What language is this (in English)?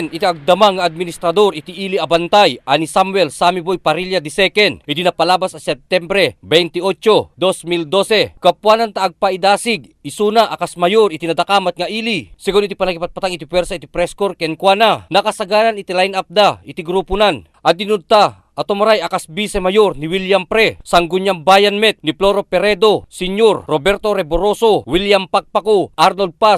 Iloko